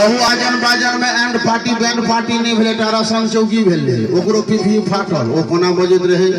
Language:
Maithili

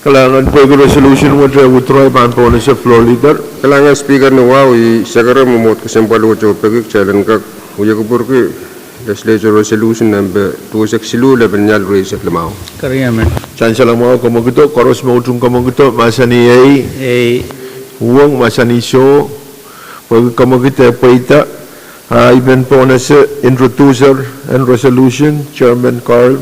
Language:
Pohnpeian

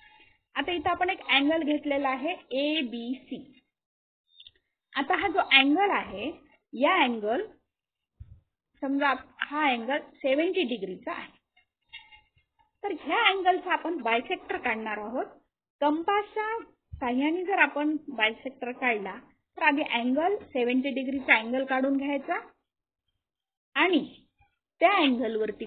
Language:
Marathi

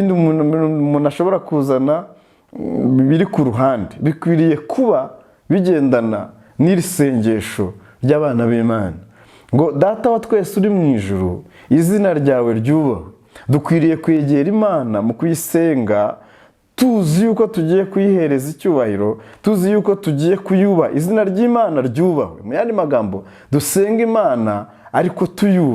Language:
Kinyarwanda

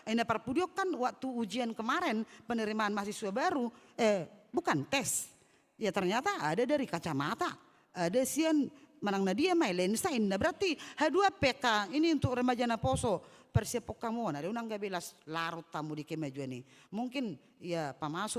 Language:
Batak Toba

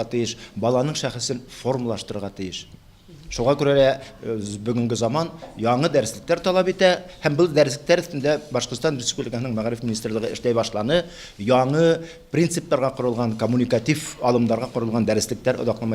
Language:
Bashkir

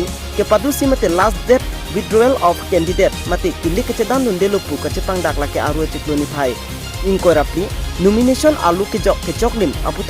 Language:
Karbi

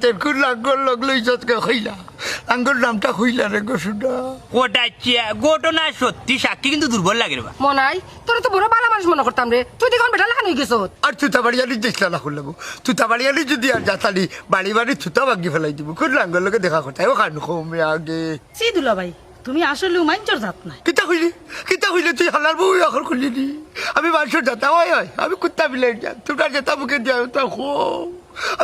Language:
Sylheti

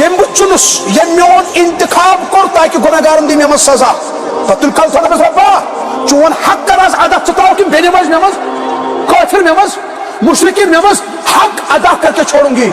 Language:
Kashmiri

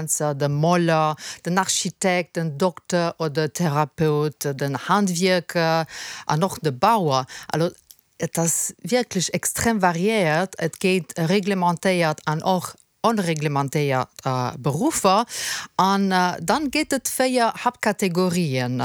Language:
Luxembourgish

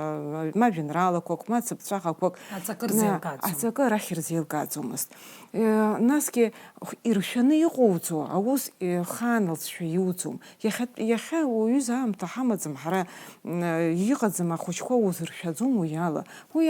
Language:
Abkhazian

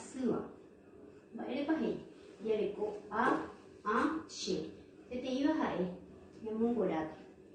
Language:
Guarani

